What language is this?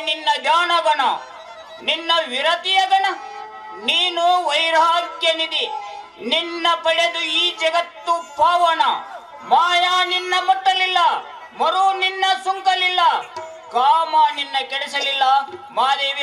Kannada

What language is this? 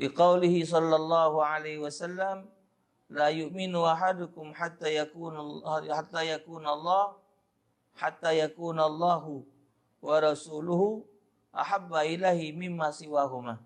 Musi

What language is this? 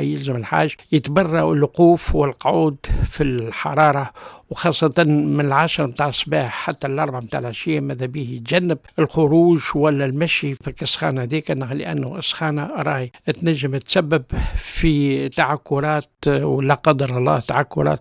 Tunisian Arabic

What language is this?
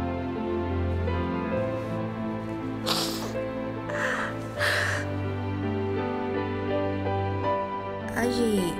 Hakka Chinese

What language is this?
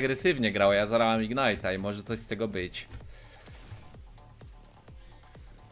Polish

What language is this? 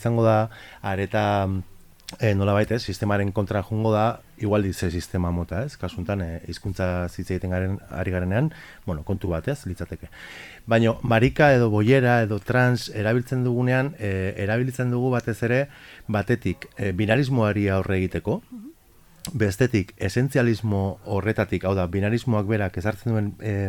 Basque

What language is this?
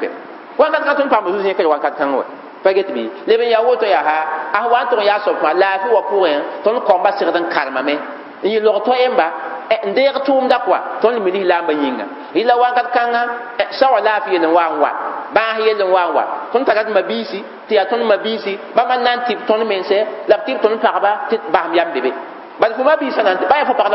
Mossi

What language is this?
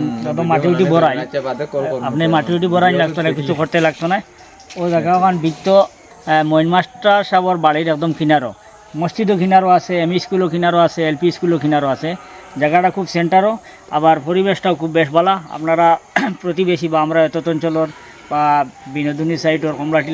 Sylheti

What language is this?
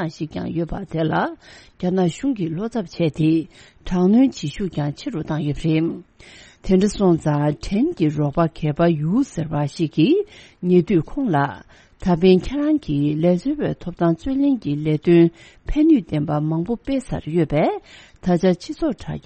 Tibetan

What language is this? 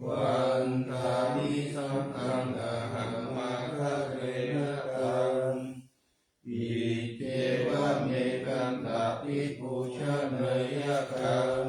Pali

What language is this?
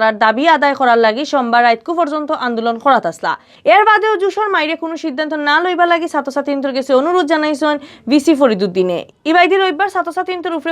Sylheti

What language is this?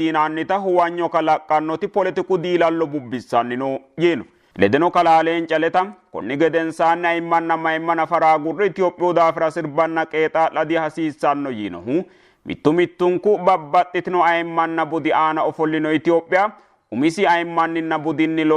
Sidamo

